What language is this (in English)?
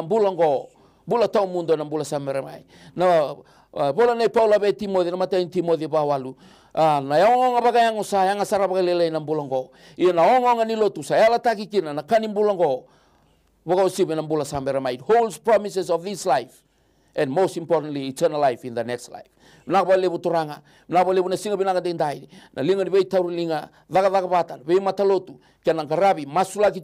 Fijian